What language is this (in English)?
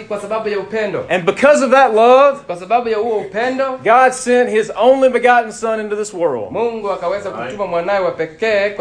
Swahili